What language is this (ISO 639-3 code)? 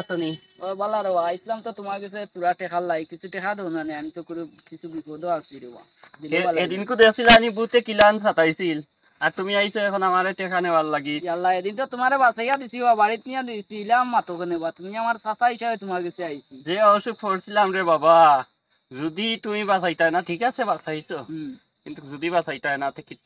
syl